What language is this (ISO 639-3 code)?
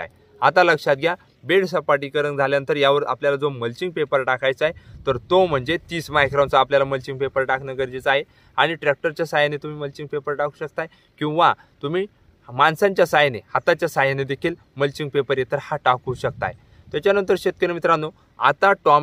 mar